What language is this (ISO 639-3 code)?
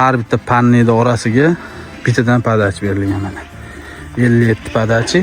uzb